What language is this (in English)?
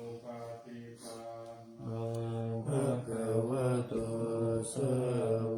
Pali